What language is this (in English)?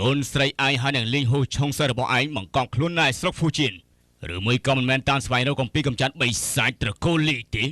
Khmer